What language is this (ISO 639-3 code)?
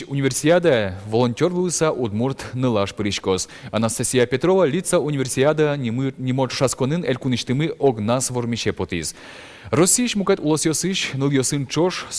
udm